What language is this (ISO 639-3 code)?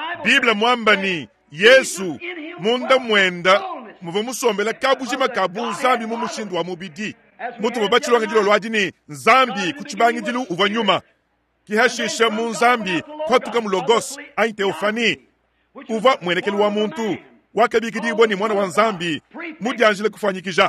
lua